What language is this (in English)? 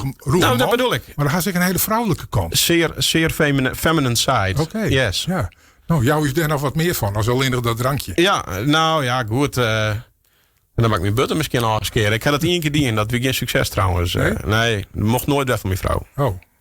Western Frisian